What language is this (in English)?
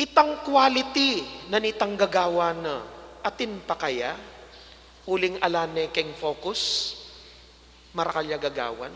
Pampanga